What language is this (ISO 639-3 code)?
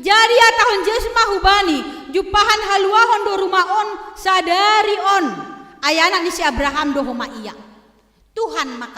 bts